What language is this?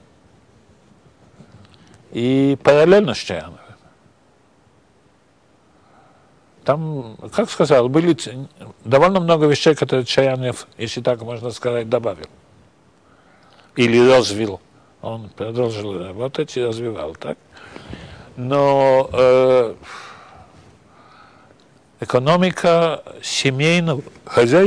Russian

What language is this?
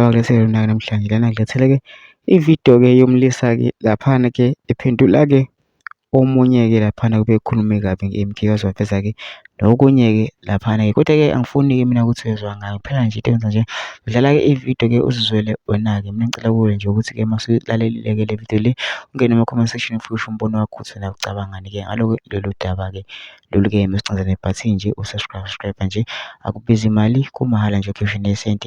Zulu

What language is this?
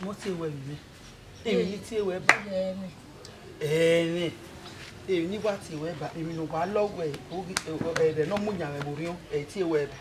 Bini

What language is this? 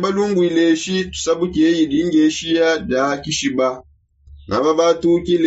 Songe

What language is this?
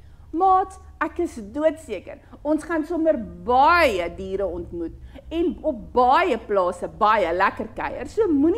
Afrikaans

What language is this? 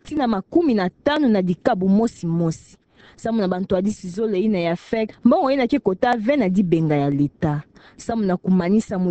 Kituba (Democratic Republic of Congo)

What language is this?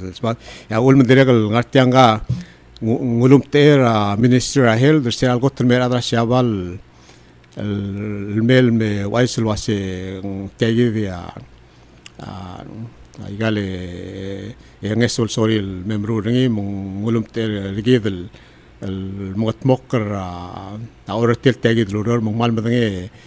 Palauan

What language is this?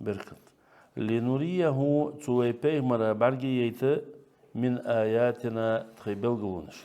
Ingush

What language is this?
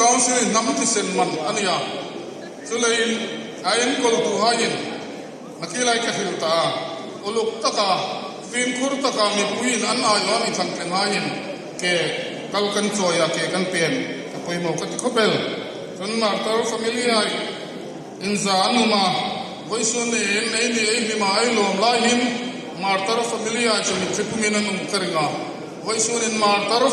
Hmar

